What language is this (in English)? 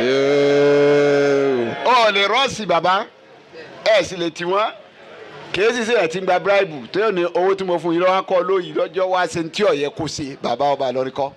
Yoruba